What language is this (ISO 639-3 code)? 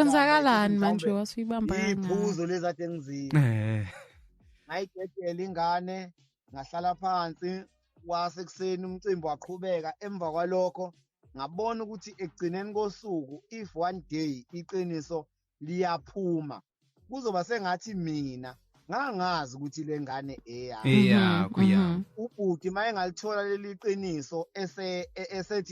zul